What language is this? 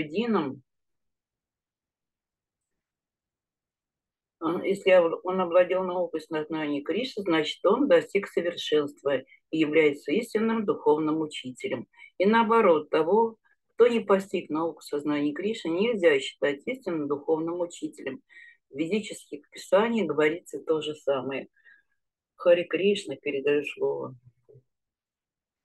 Russian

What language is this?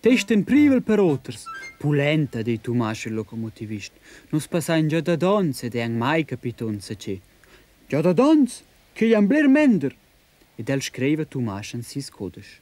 Romansh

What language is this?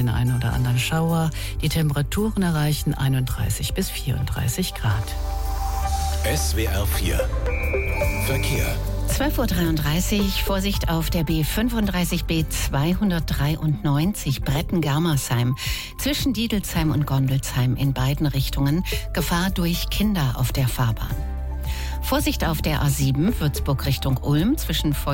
German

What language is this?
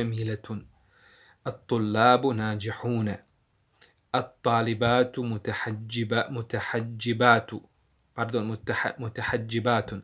Bosnian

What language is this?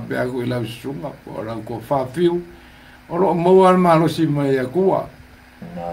Samoan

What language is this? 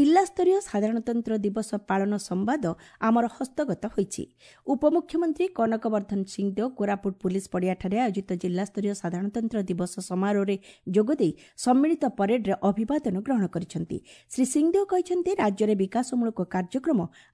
Odia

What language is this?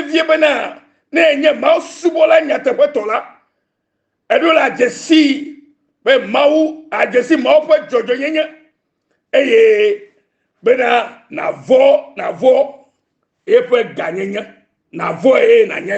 Ewe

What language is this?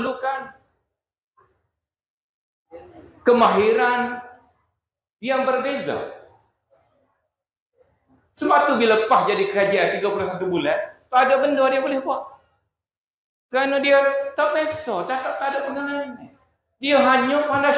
Malay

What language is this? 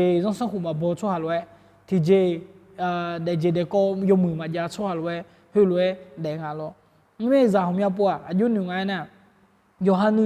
Akha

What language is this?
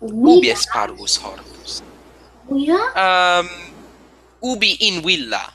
Latin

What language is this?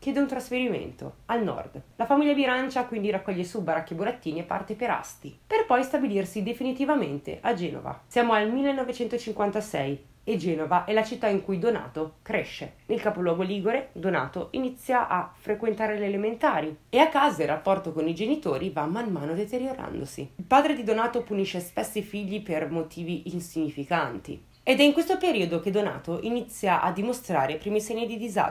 Italian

